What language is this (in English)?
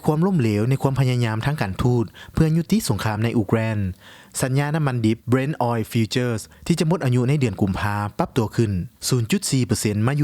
Lao